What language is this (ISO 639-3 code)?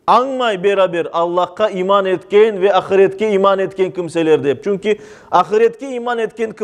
crh